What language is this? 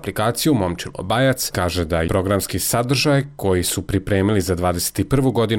Serbian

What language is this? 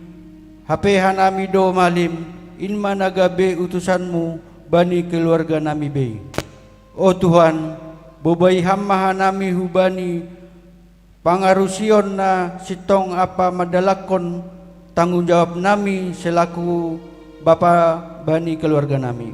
Batak Simalungun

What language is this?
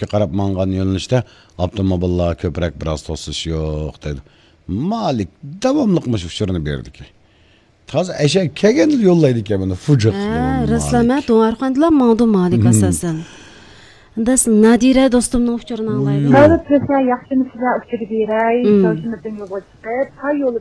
Uyghur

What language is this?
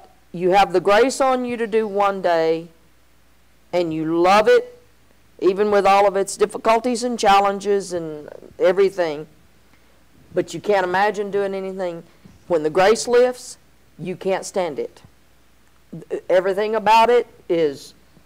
English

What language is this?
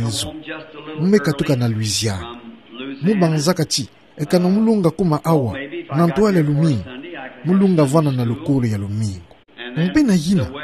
Kituba (Democratic Republic of Congo)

